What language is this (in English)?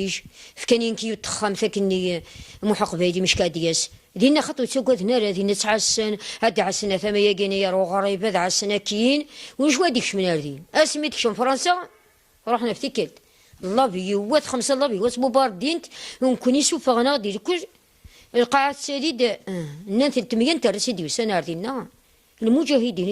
Kabyle